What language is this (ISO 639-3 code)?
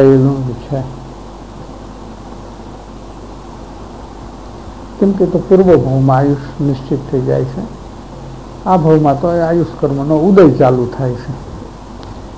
guj